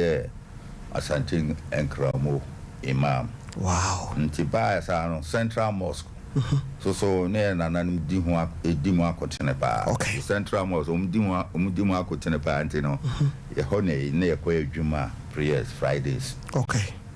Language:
Akan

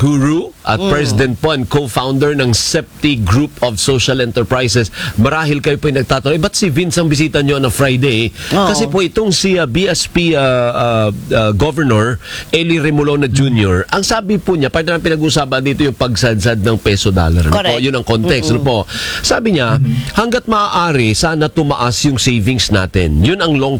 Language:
Filipino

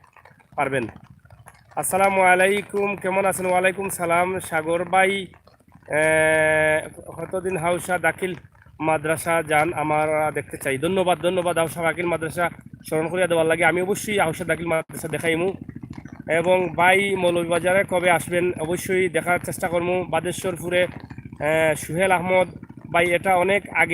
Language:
Sylheti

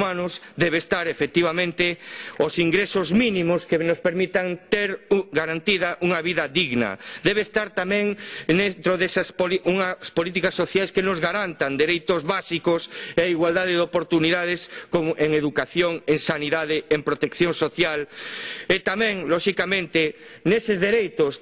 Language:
Galician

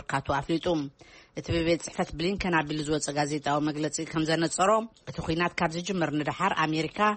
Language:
Tigrinya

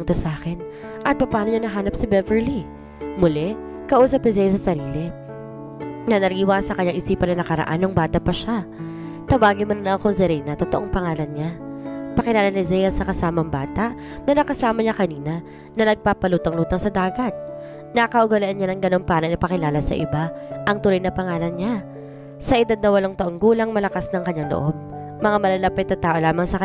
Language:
Filipino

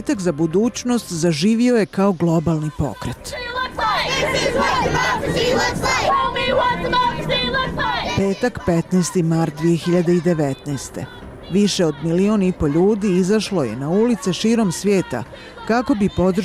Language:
Bosnian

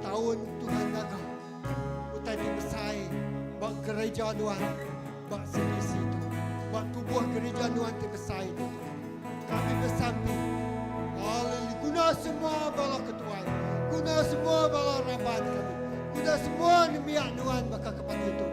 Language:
Iban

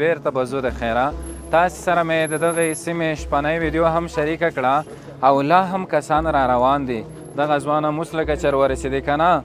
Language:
Pashto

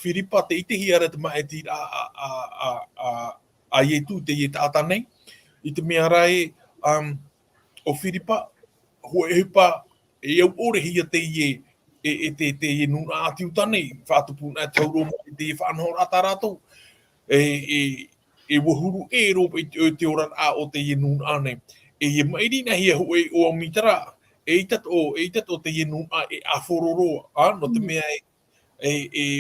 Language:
Tahitian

